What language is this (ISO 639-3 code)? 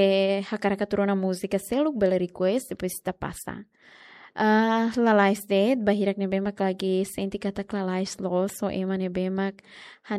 tet